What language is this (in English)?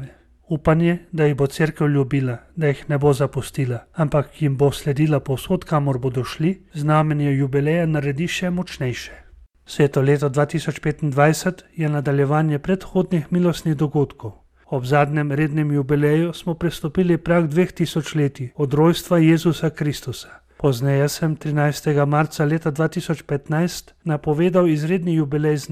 Slovenian